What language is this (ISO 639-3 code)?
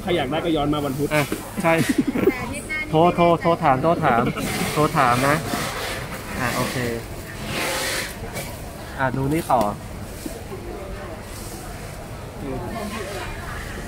tha